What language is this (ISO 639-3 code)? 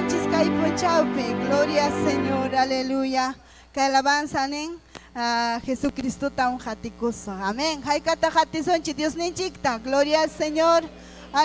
quy